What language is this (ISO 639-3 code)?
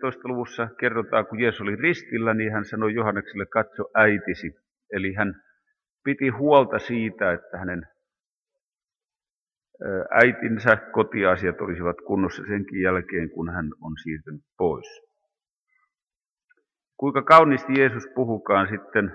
fin